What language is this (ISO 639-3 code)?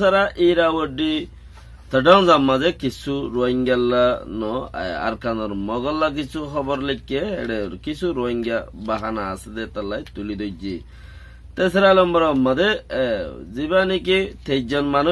rhg